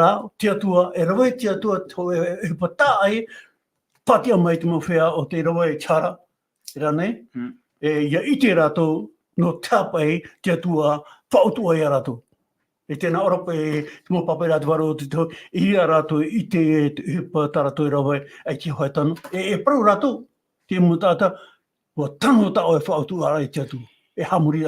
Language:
Tahitian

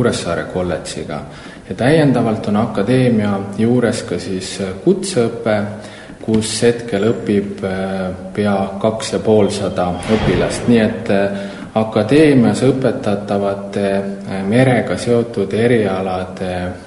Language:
Estonian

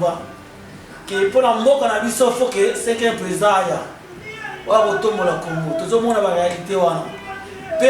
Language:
Lingala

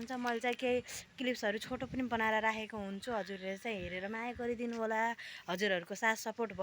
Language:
Nepali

